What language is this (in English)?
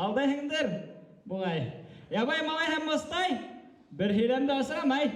Bashkir